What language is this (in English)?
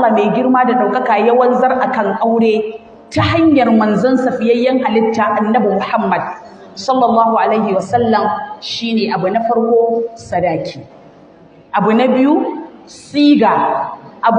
Hausa